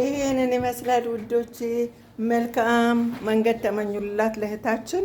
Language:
Amharic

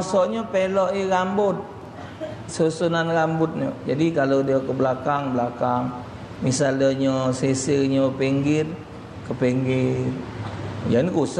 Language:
Musi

